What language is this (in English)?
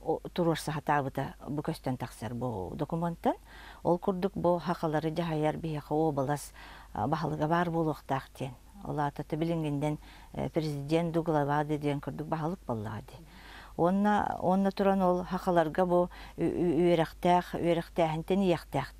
Yakut